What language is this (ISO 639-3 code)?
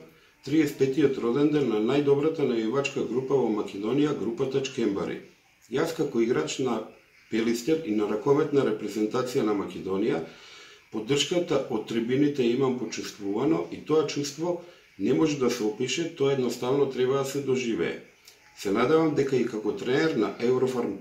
mkd